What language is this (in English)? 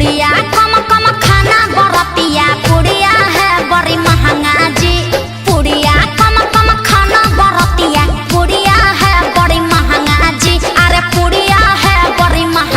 Magahi